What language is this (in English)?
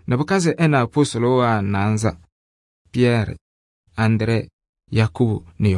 Kabiyè